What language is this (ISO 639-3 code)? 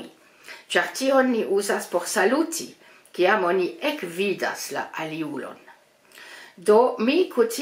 epo